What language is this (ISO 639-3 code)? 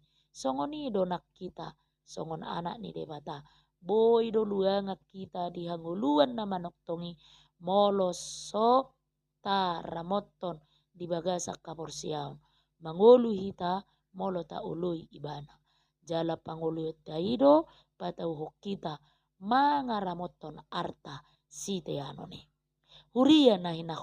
bbc